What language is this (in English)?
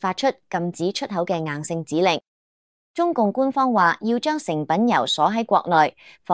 Cantonese